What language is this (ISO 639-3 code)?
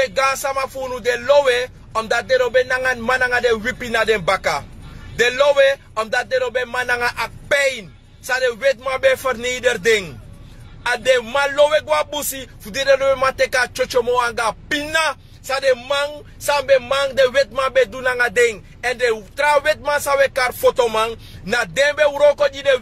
srn